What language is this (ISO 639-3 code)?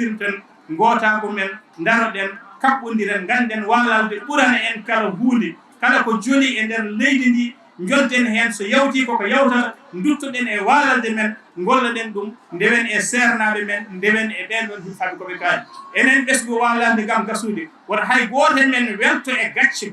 ful